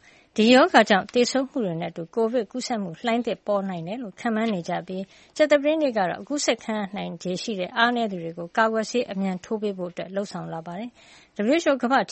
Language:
Burmese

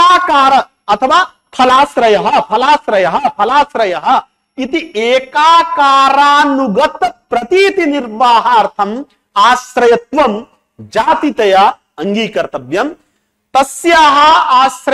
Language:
Sanskrit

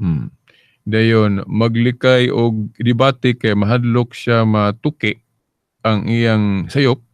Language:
Cebuano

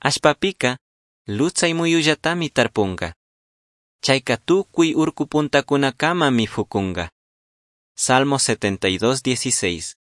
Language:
Chimborazo Highland Quichua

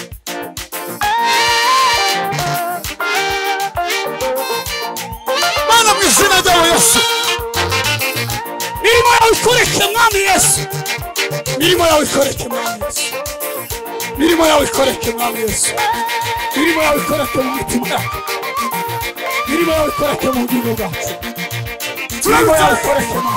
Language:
Kinyarwanda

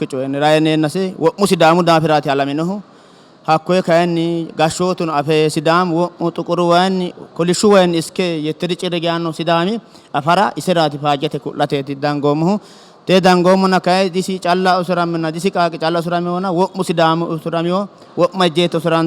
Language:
Sidamo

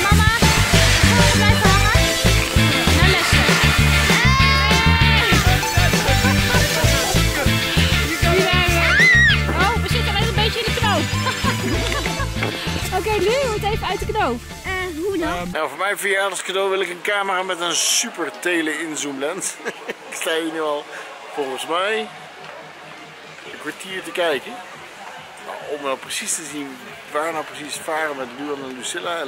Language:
Dutch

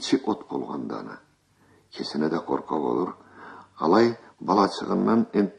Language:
Karachay-Balkar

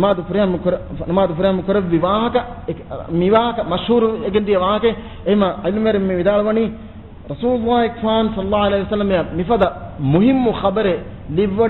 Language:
Divehi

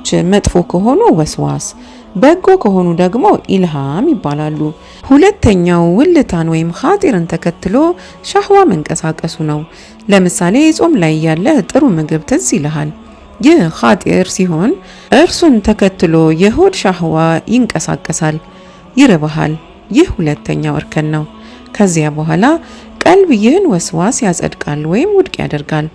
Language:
Amharic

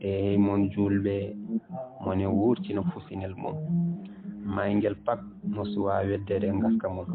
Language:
Fula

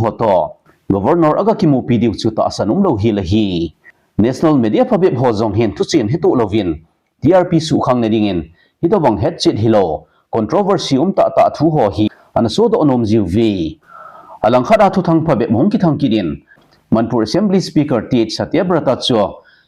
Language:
Thado Chin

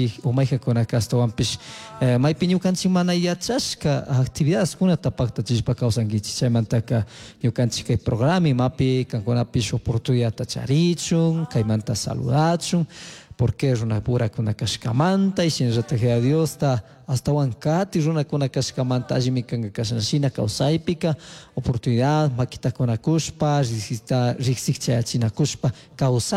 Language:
Chimborazo Highland Quichua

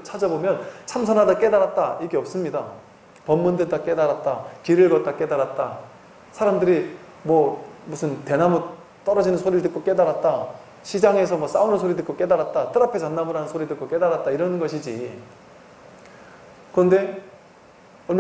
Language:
Korean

